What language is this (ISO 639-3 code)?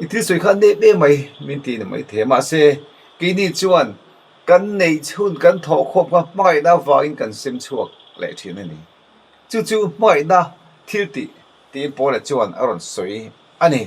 lus